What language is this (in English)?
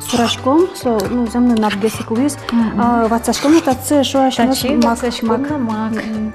Udmurt